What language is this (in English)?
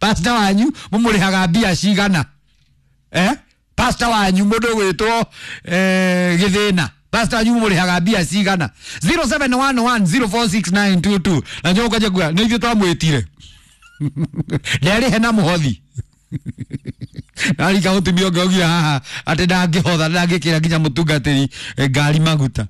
Kikuyu